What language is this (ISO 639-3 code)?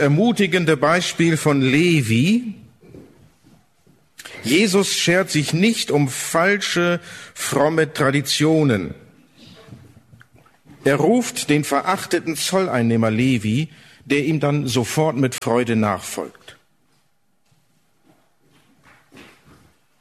deu